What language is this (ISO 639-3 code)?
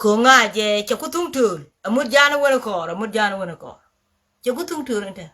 nus